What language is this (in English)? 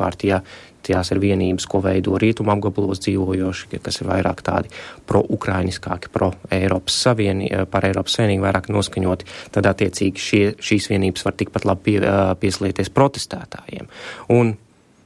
Latvian